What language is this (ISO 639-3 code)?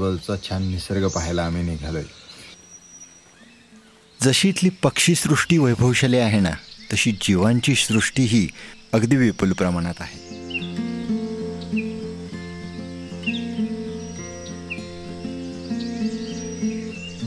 mar